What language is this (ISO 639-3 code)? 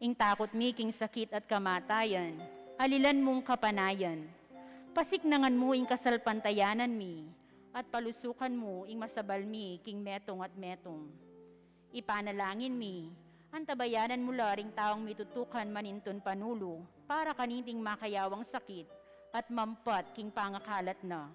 pam